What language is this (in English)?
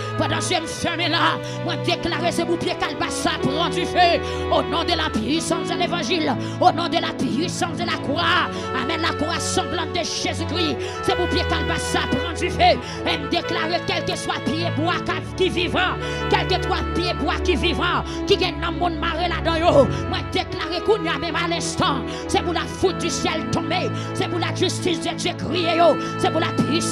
Haitian Creole